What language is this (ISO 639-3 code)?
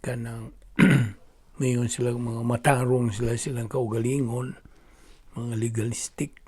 ceb